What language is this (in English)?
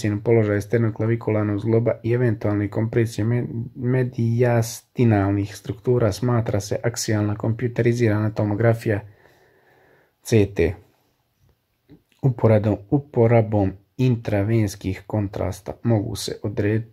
Croatian